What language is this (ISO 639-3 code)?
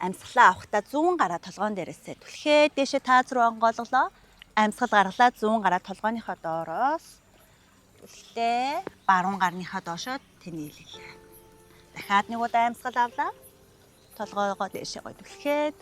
mon